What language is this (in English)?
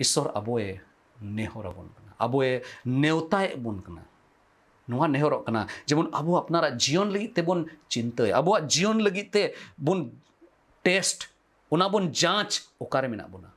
Santali